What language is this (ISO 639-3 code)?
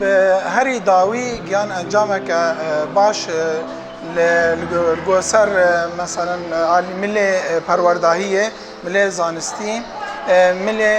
kur